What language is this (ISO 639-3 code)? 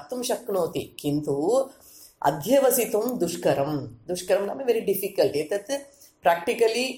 san